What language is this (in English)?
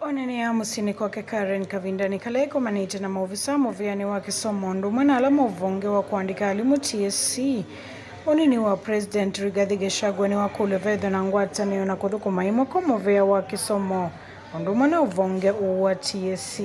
Kamba